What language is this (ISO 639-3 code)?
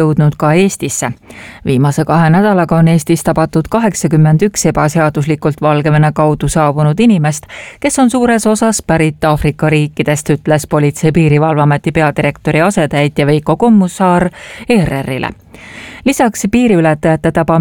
est